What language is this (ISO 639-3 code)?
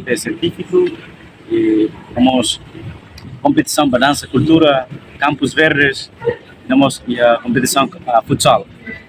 tet